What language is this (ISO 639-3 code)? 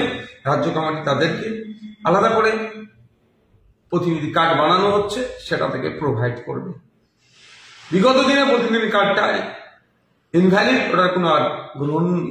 ben